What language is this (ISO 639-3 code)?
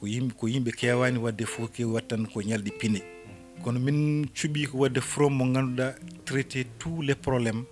ful